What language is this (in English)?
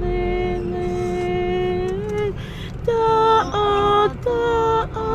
Tongan